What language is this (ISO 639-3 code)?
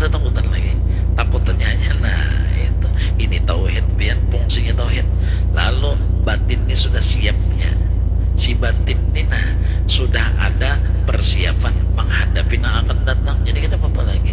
bjn